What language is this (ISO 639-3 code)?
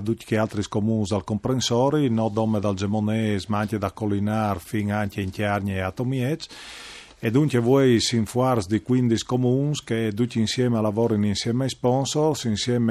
fur